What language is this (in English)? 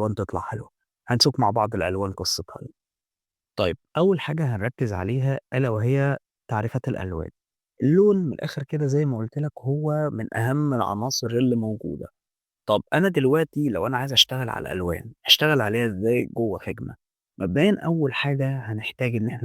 Egyptian Arabic